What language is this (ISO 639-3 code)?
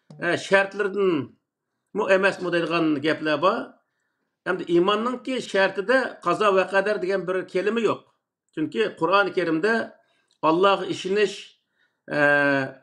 uig